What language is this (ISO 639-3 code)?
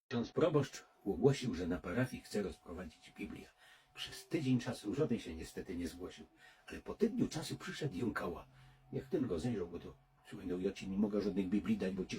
szl